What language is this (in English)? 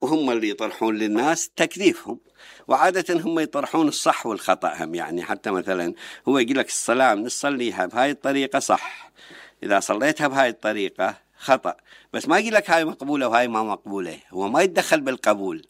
Mesopotamian Arabic